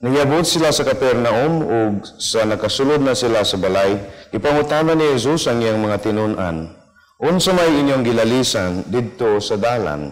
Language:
Cebuano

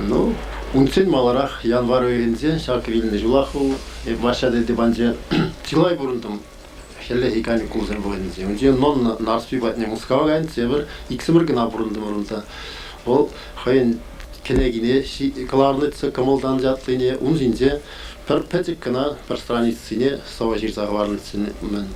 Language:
Chuvash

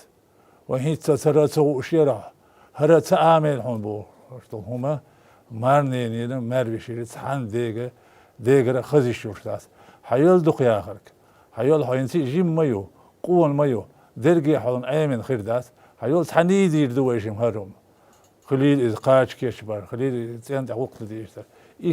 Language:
Chechen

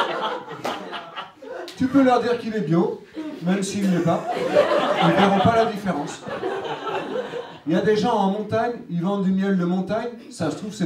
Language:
French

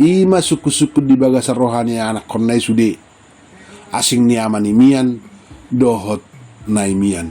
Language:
Batak Toba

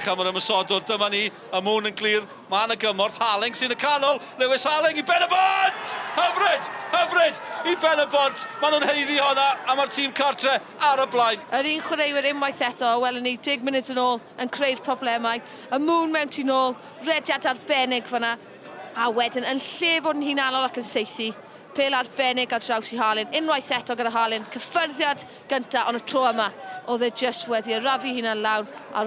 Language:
Welsh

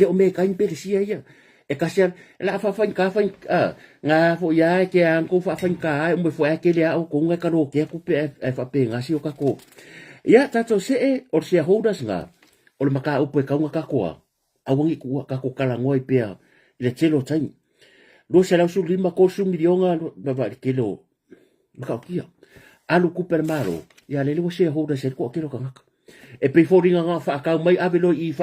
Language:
Samoan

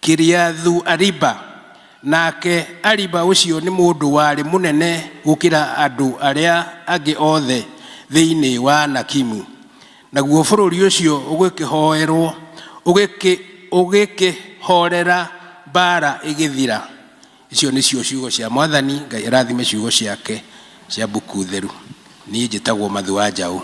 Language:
Kikuyu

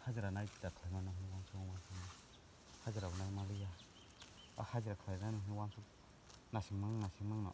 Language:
Kok Borok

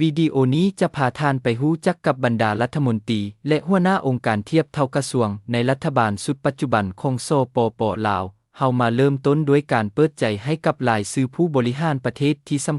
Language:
Lao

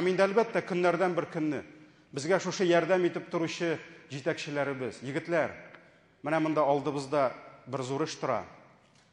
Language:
Tatar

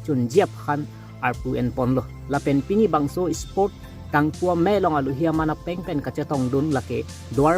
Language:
Karbi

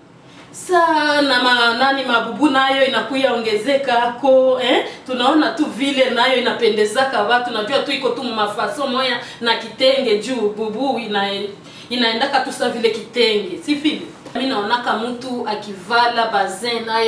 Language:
Swahili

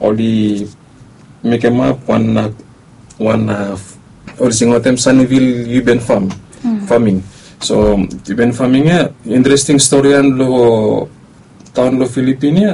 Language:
Bislama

